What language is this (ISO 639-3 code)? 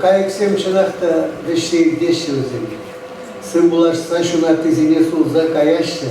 chv